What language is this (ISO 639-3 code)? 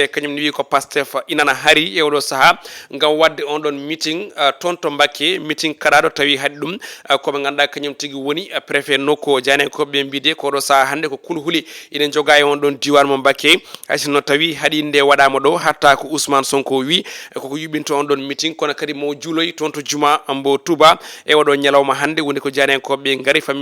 ful